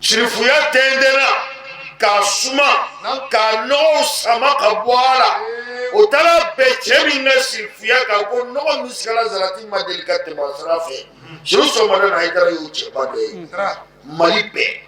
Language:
Bambara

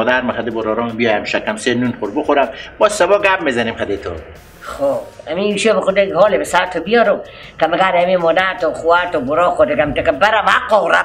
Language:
Persian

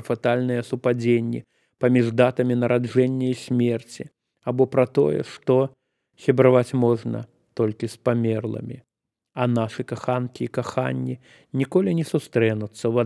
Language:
Belarusian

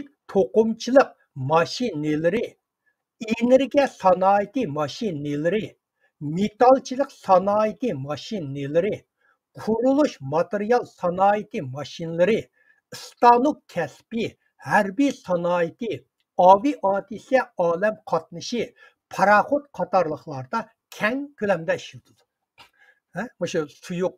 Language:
Uyghur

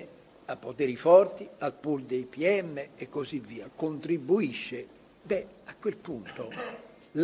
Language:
Italian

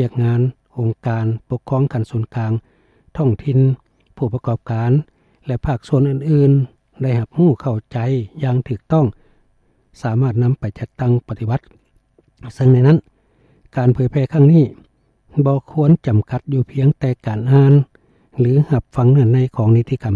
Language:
Lao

